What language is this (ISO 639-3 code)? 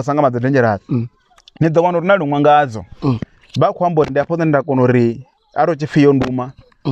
ven